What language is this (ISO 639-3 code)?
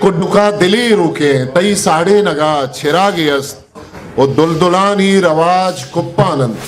bgp